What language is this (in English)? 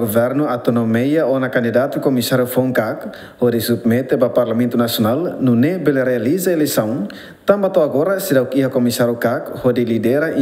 Tetum